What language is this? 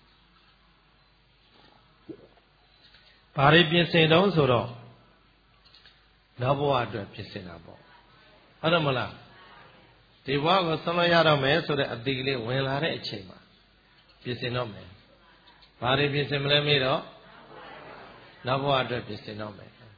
Burmese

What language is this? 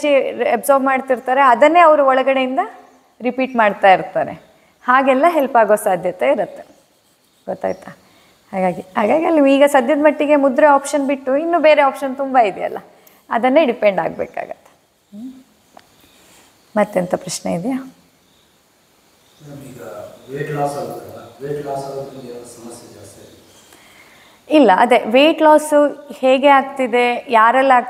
Kannada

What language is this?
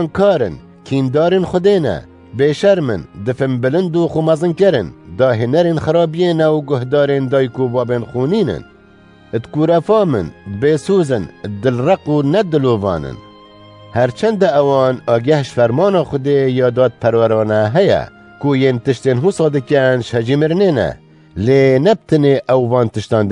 Kurdish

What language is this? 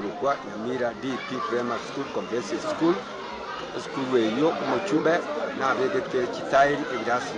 Gusii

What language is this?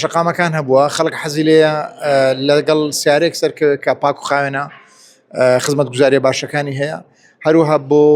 Central Kurdish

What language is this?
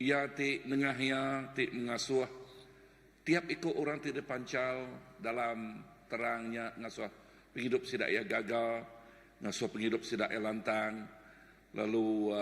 Iban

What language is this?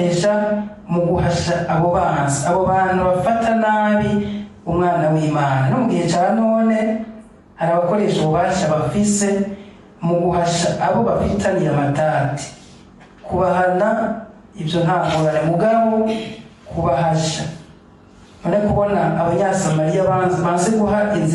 Rundi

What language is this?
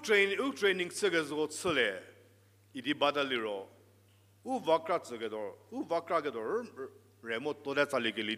Angami Naga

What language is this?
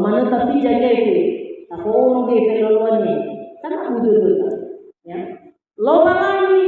Nias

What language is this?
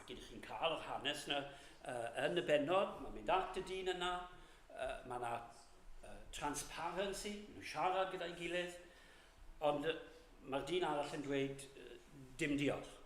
Welsh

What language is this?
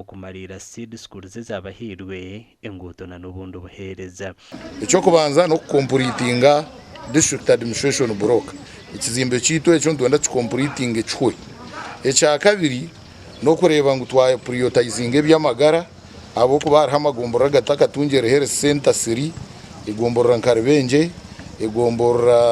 Nyankole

